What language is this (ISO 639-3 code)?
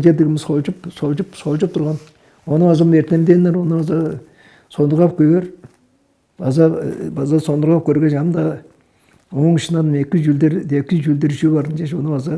tyv